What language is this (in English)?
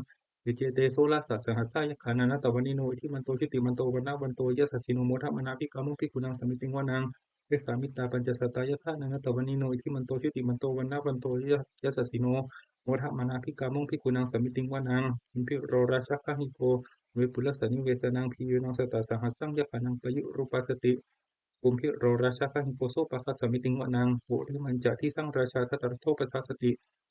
Pali